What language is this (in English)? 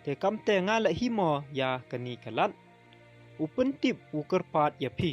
Pnar